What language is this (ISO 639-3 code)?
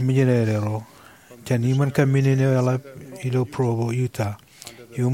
mah